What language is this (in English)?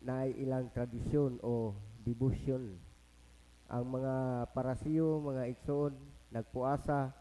Cebuano